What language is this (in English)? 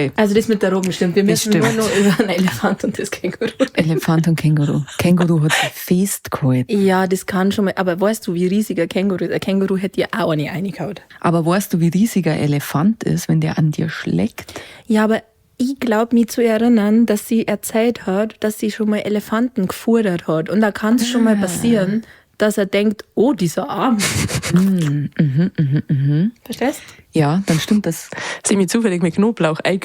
Bavarian